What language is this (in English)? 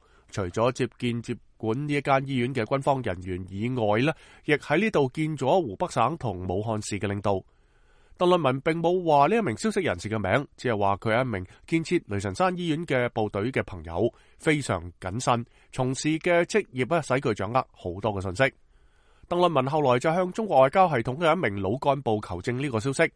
Cantonese